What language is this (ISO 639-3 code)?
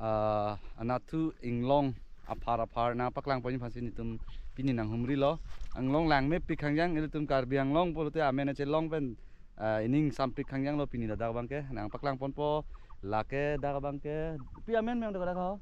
mjw